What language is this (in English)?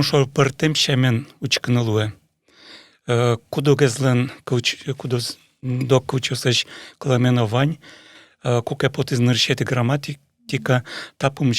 Udmurt